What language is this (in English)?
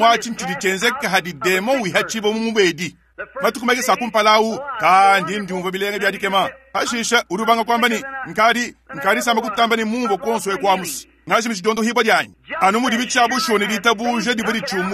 Luba-Lulua